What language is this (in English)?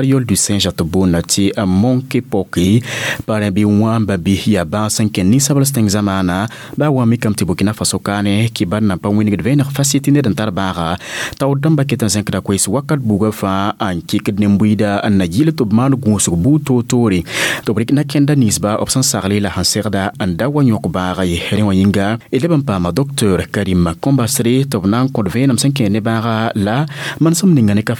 Mossi